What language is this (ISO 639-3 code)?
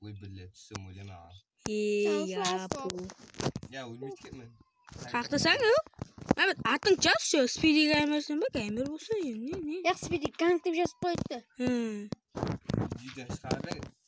kaa